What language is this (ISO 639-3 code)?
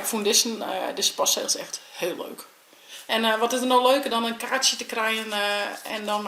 fry